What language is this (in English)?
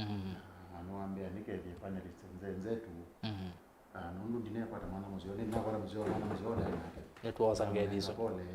Kamba